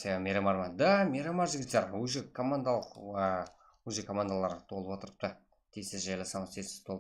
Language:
Kara-Kalpak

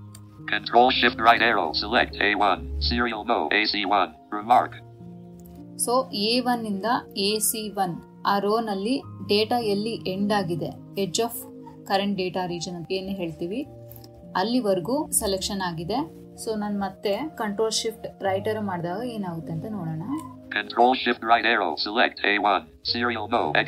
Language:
Kannada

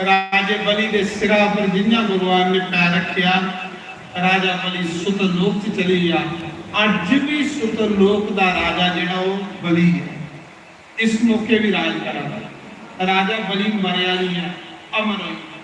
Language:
Dogri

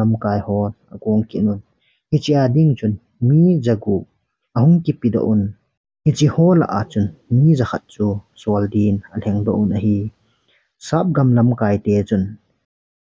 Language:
Thado Chin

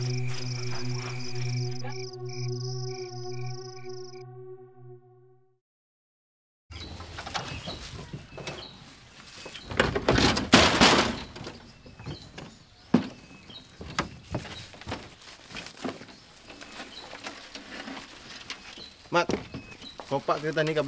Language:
Malay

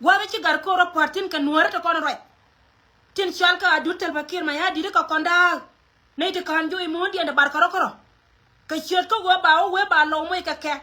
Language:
Nuer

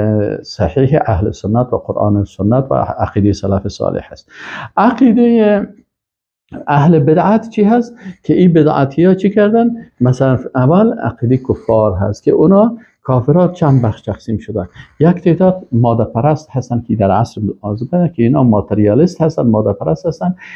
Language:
Persian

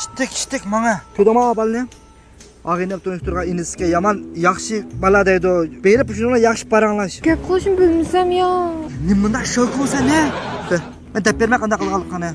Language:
Uyghur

